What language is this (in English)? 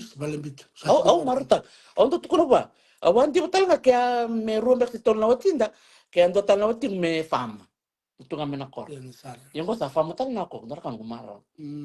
Fijian